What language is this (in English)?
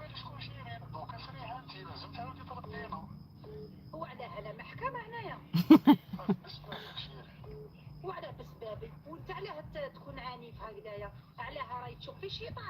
Algerian Arabic